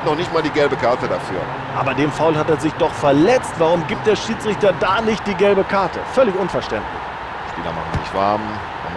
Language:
Bavarian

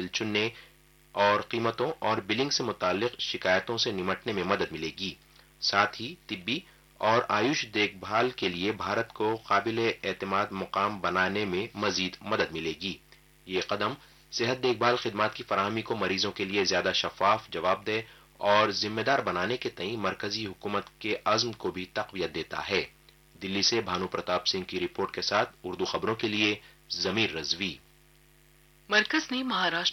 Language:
Urdu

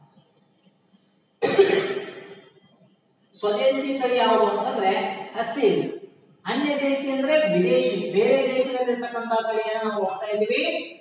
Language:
Kannada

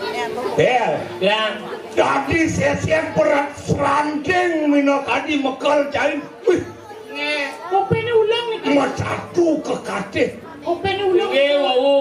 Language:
Balinese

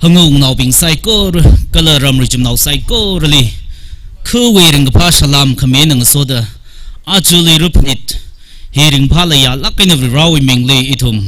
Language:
Tangkhul Naga (India)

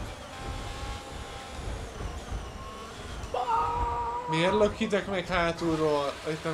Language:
Hungarian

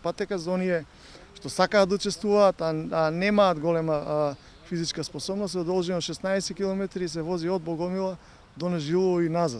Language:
Macedonian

